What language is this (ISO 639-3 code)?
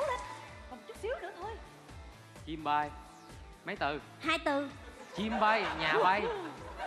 vie